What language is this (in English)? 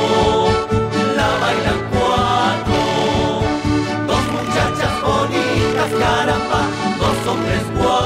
Spanish